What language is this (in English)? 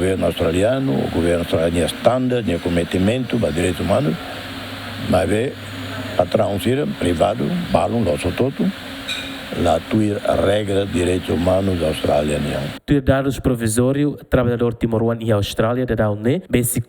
Tetum